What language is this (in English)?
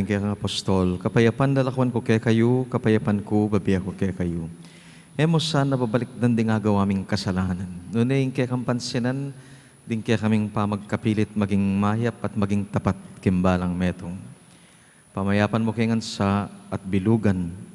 Pampanga